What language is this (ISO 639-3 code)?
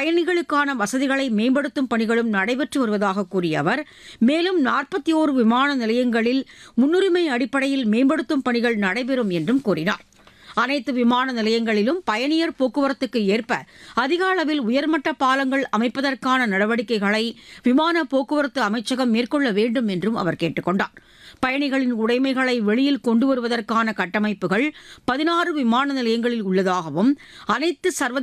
tam